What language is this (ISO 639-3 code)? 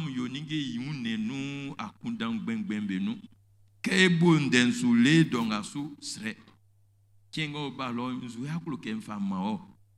bci